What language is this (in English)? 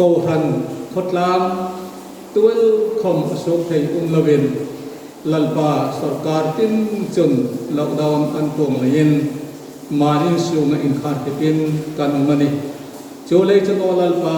Hmar